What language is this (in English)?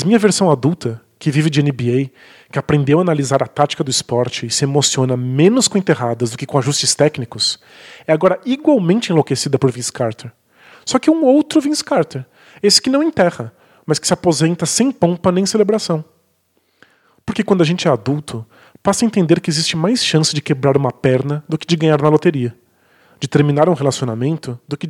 Portuguese